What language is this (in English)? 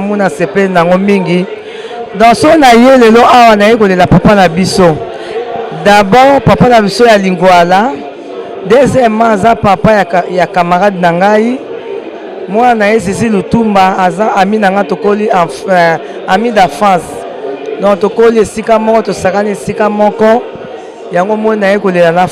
Lingala